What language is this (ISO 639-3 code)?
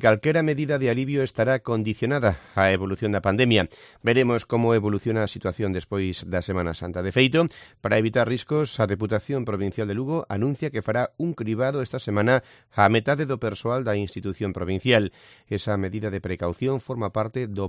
glg